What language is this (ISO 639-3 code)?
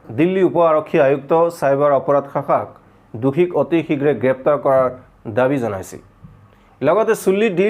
asm